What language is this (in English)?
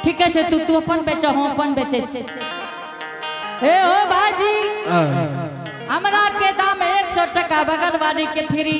Angika